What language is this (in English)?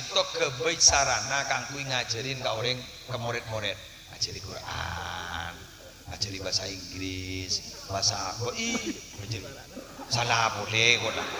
Madurese